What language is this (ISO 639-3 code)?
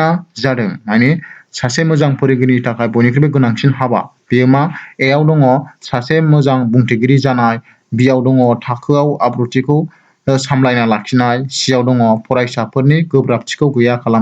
brx